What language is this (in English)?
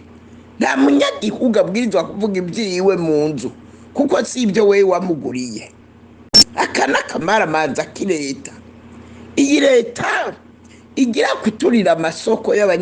Rundi